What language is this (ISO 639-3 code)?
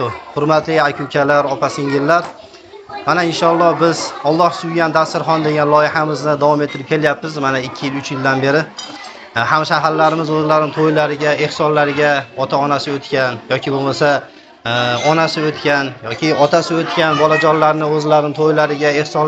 uzb